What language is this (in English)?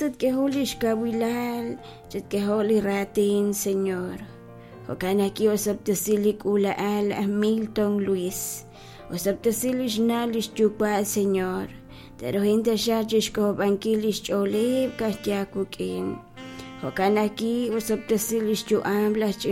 Kekchí